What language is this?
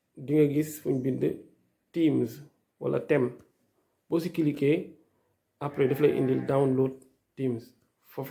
Wolof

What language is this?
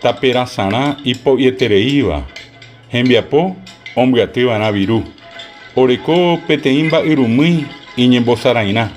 Guarani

